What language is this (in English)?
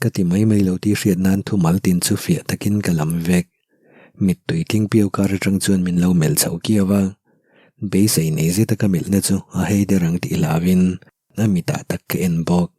Mizo